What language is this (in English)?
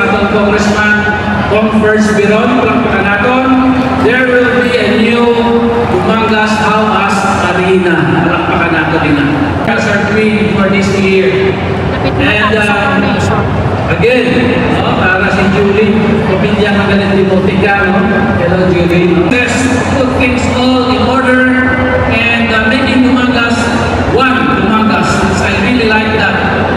Hiligaynon